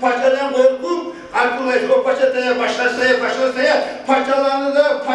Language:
Kumyk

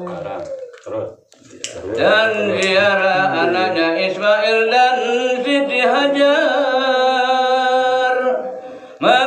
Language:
Sasak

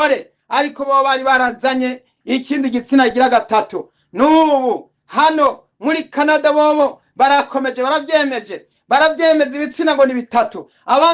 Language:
Rundi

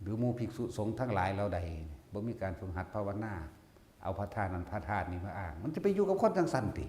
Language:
Northeastern Thai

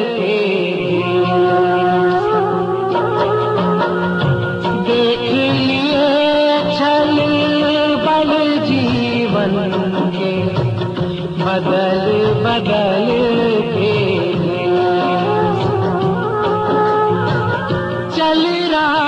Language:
Hindi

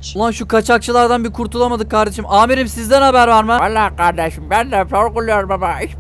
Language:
Turkish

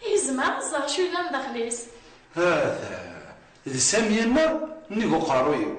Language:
Kabyle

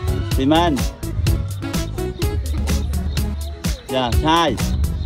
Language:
Vietnamese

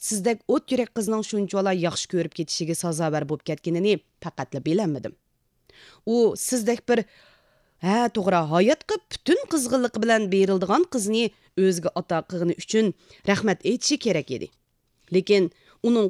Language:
Uyghur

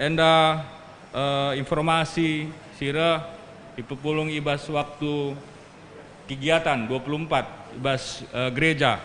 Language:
Batak Karo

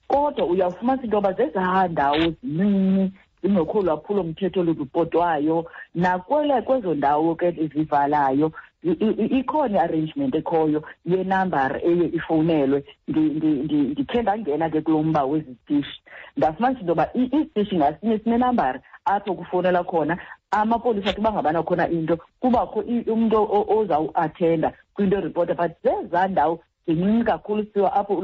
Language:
Xhosa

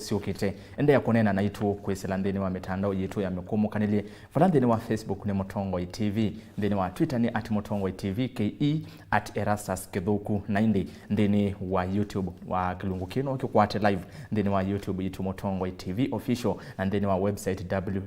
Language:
Kamba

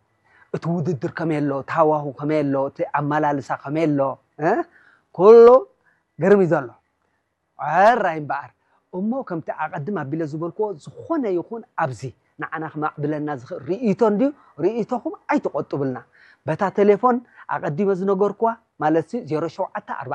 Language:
Tigrinya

